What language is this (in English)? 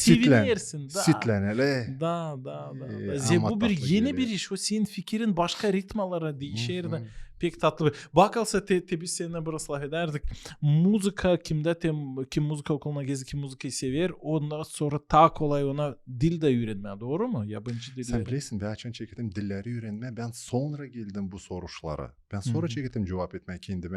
Gagauz